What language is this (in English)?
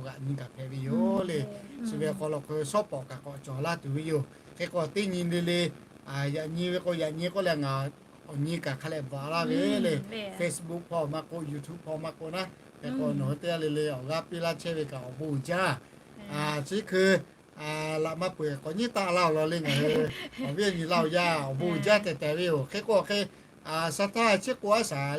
Lahu